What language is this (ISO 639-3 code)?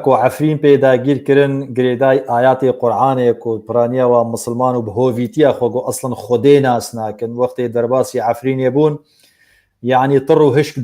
kur